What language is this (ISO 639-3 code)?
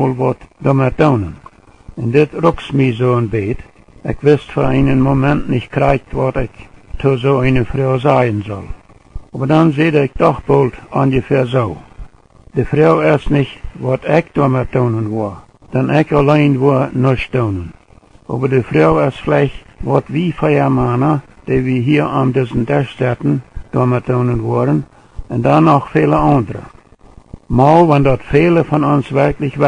pdt